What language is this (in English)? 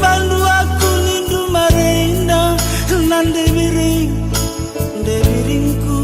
Batak Karo